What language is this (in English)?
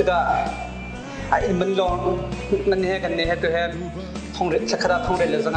Hakha Chin